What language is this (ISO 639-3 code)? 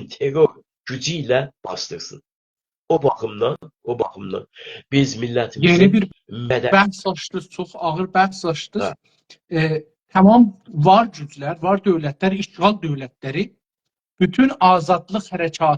azb